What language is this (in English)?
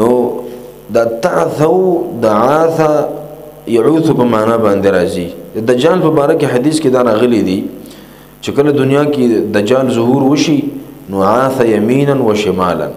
Pashto